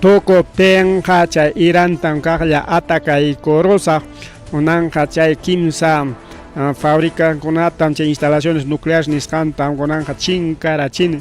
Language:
Ayacucho Quechua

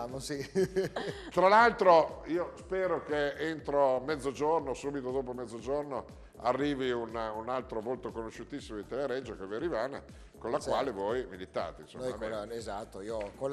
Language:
Italian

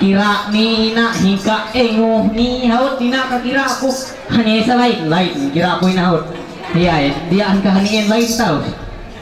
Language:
Ma'anyan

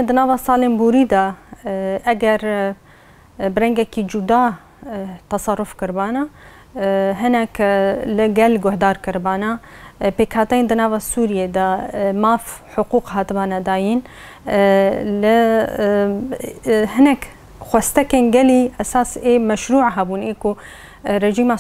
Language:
Kurdish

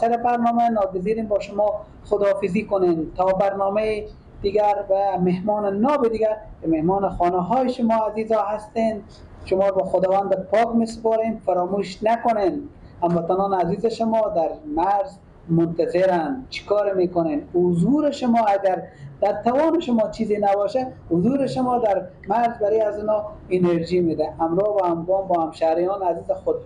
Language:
Persian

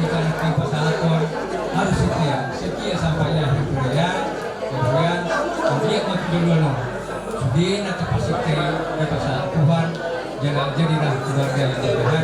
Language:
Batak Toba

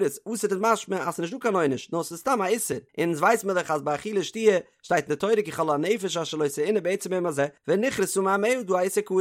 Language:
Yiddish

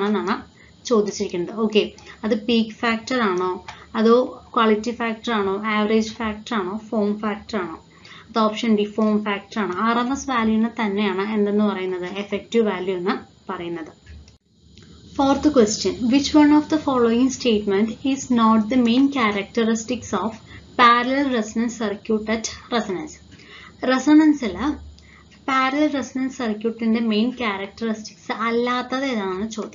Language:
Malayalam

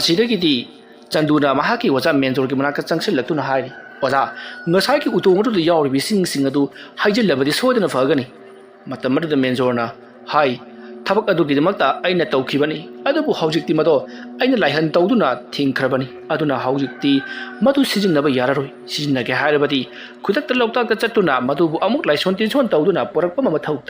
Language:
Manipuri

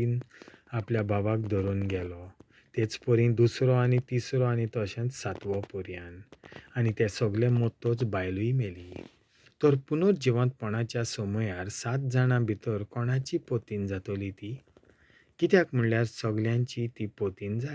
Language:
Konkani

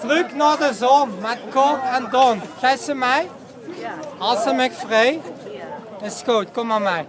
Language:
Limburgish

